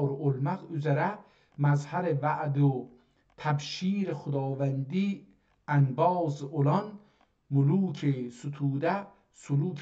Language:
South Azerbaijani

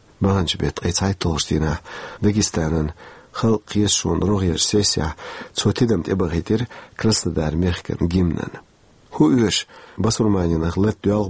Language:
Chechen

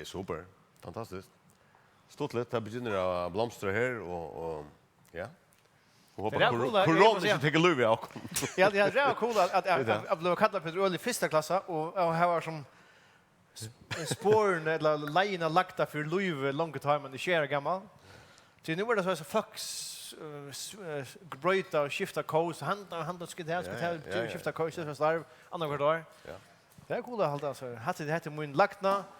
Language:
Faroese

